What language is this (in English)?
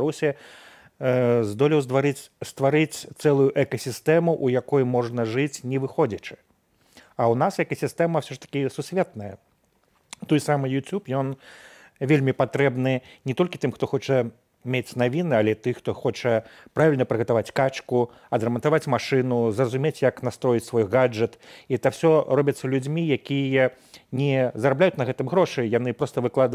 Belarusian